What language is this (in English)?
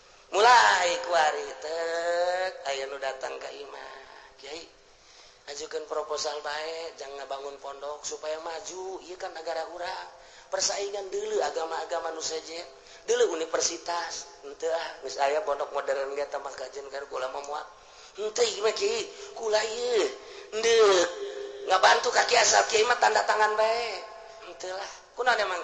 Sundanese